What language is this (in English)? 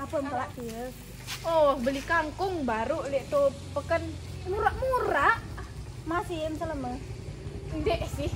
Sasak